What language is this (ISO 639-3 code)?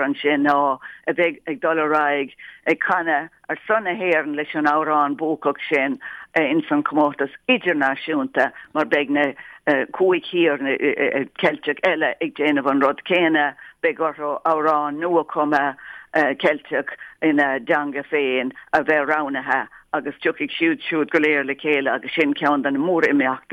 gle